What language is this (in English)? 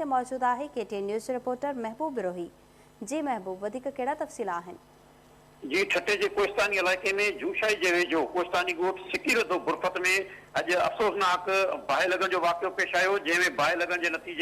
Sindhi